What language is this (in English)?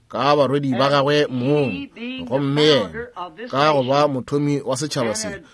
Northern Sotho